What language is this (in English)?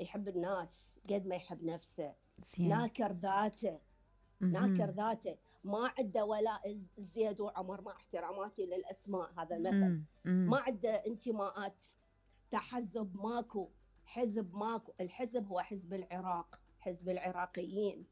Mesopotamian Arabic